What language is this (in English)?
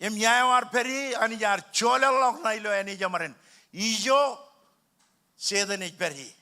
Marshallese